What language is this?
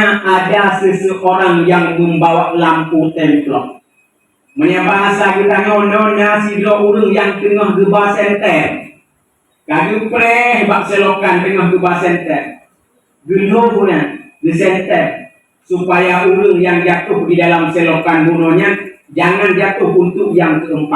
Achinese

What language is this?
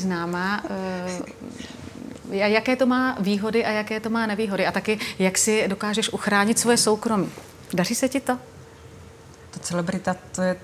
Czech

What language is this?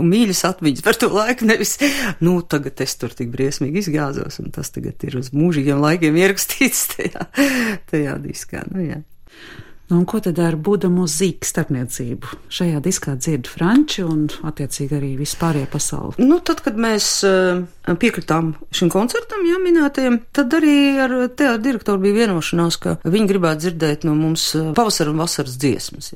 Latvian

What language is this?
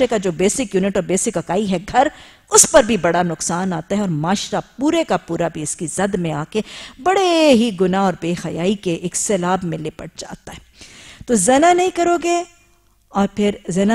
Urdu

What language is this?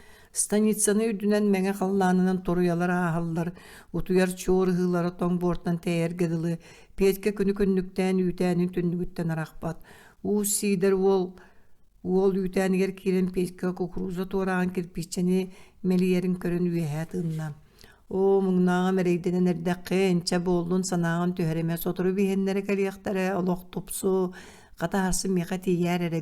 Yakut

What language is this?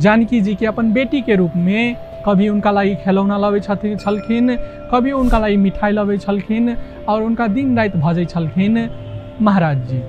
Maithili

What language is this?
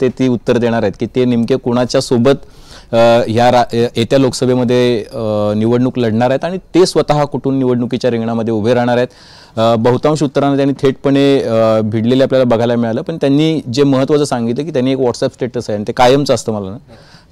Marathi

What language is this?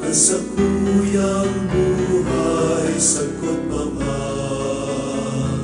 Bikol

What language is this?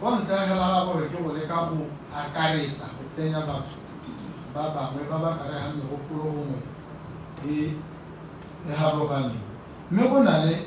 Tswana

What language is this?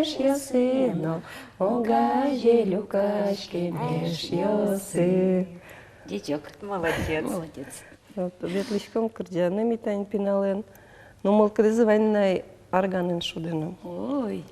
Udmurt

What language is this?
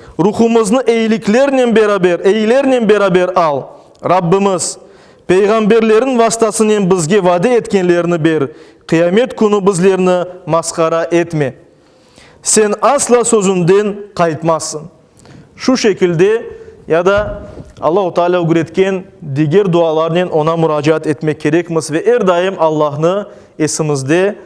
Crimean Tatar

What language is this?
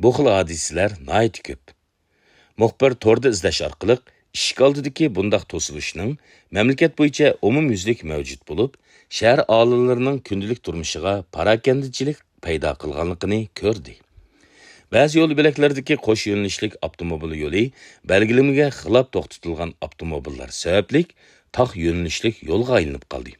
Uyghur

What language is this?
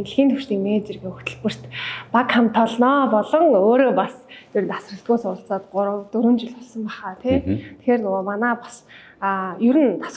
Mongolian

